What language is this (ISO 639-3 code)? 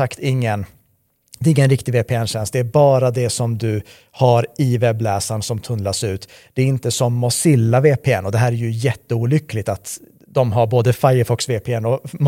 swe